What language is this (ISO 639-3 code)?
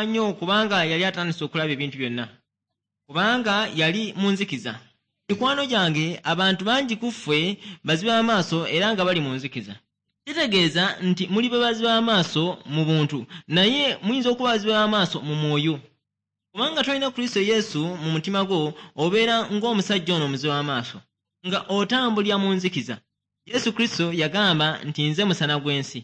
lug